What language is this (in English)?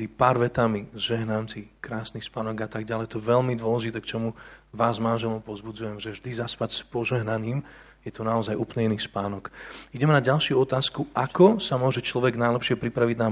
Slovak